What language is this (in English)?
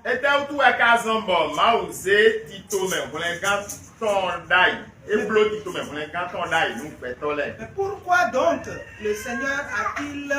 Fon